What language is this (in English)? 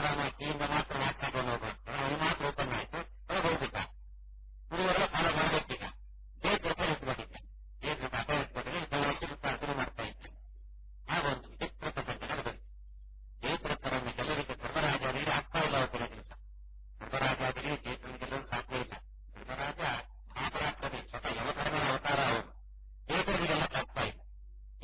Kannada